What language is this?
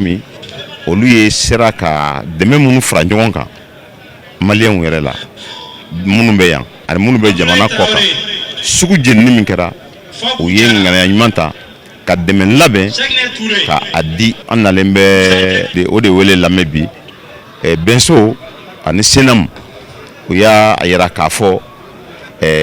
Bambara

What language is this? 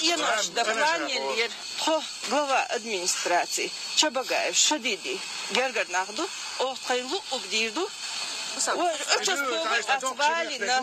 Chechen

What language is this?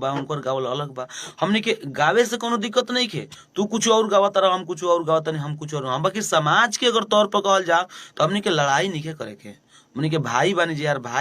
Bhojpuri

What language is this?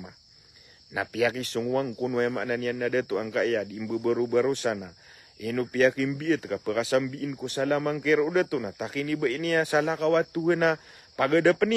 Maranao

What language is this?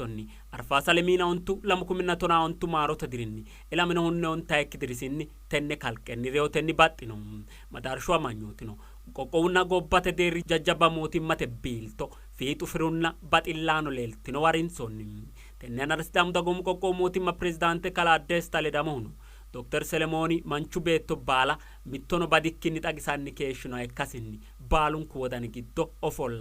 Sidamo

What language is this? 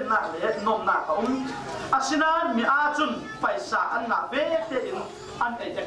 Falam Chin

